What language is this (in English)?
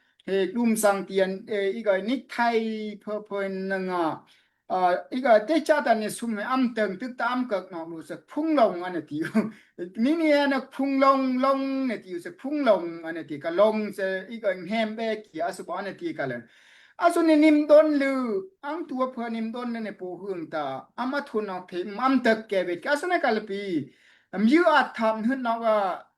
Daai Chin